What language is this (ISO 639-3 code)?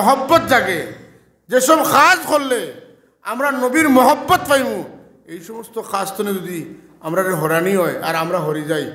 syl